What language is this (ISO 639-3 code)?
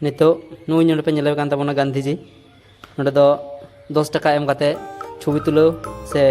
sat